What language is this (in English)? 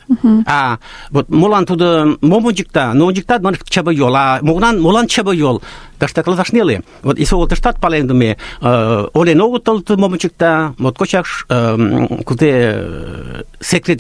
Mari